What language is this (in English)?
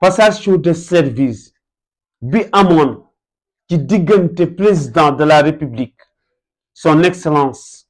Wolof